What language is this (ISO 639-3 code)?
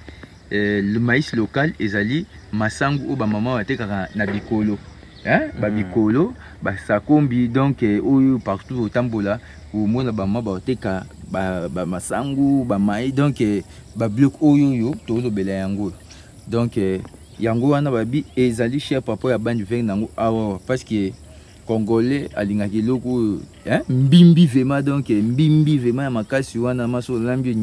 lin